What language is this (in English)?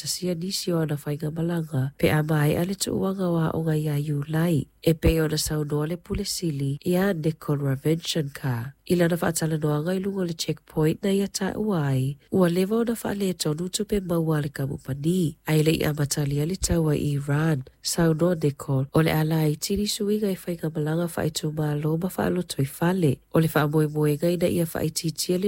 Samoan